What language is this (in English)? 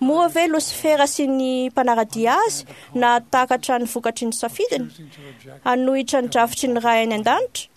Malagasy